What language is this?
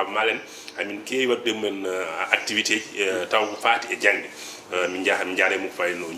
Fula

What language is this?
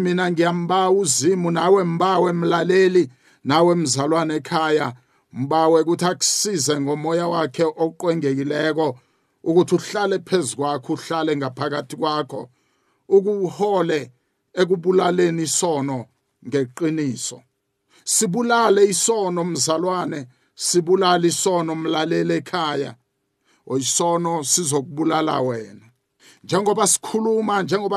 South Ndebele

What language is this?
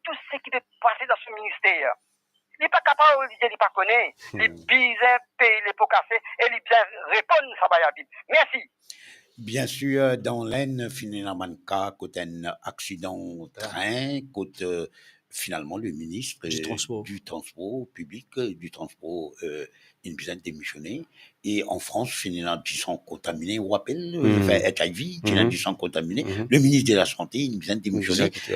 Morisyen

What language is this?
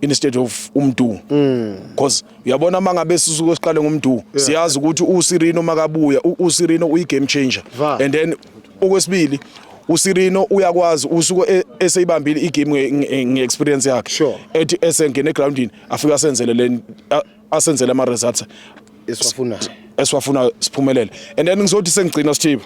Zulu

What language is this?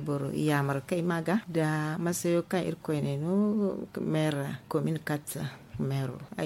Zarma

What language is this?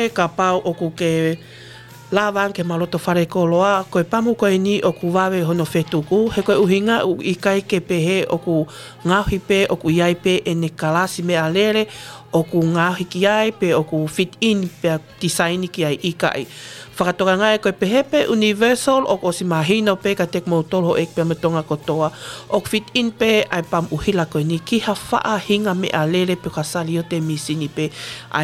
Tongan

